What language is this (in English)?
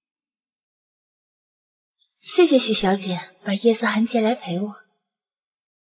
Chinese